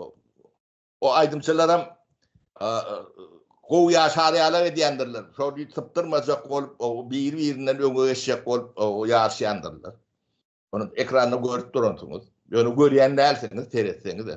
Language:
Turkmen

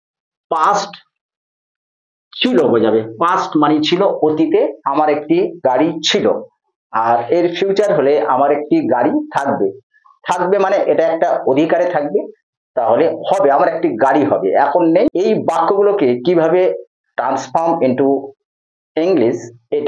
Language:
Bangla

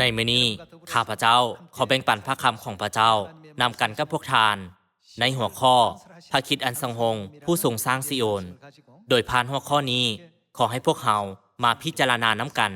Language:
Lao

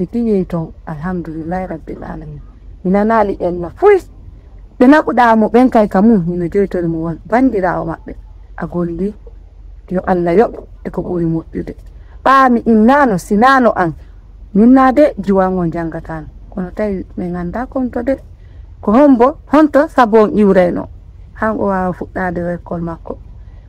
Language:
Fula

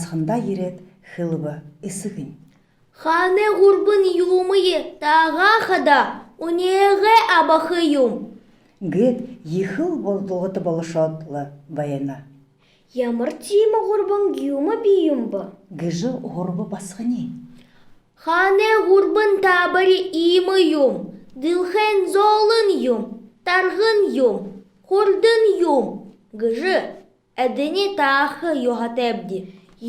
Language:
Buriat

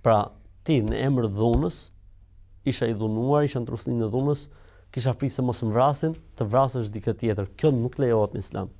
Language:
Albanian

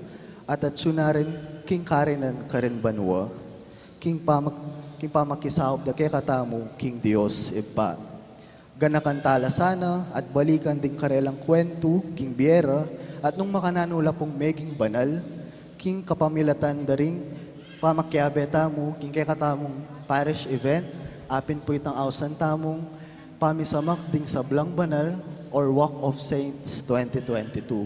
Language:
Pampanga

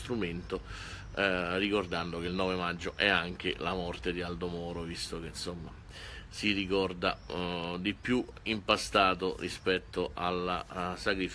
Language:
Italian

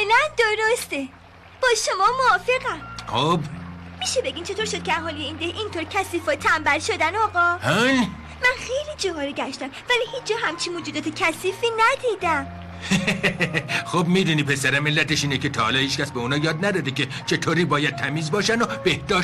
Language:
Persian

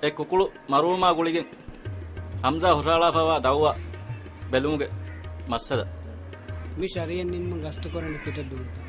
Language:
Divehi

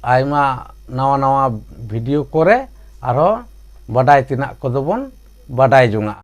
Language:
Santali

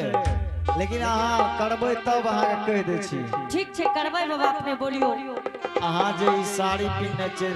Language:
Angika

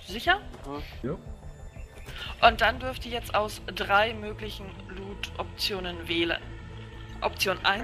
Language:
German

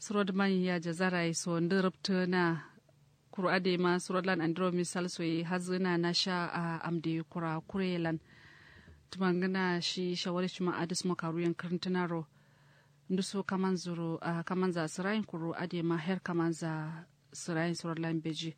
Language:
Kanuri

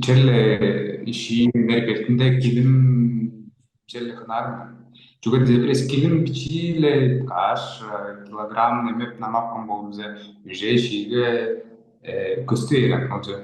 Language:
Tuvinian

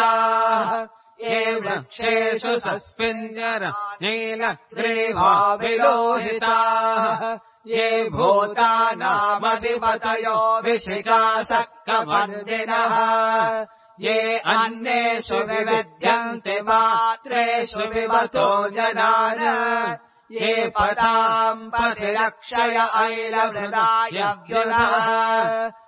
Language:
Sanskrit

